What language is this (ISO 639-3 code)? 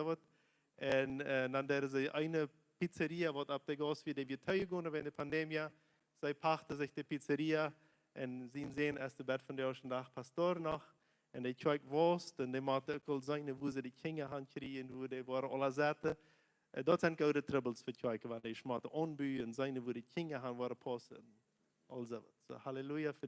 pdt